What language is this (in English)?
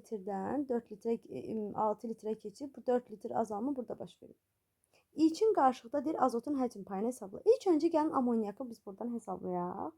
Azerbaijani